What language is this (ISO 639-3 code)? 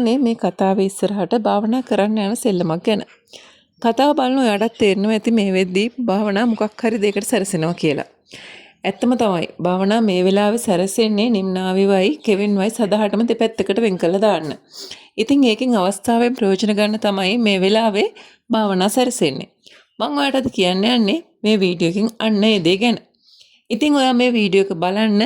sin